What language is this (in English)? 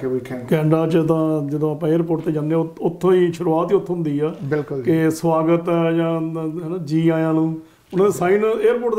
Punjabi